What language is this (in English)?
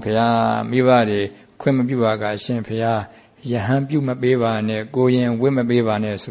Burmese